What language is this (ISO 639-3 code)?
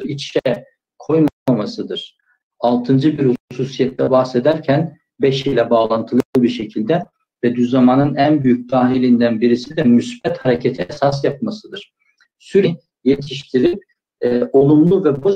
tur